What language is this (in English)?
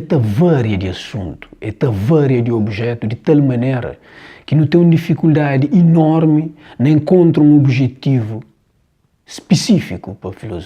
Kabuverdianu